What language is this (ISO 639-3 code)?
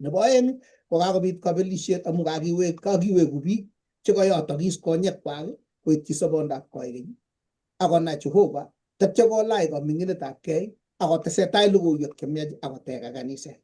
kln